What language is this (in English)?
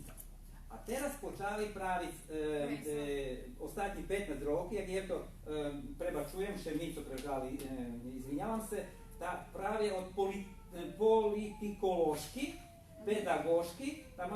Rusyn